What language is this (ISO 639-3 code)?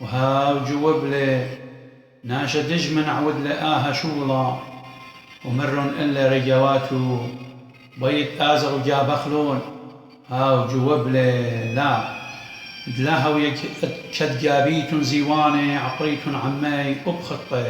aii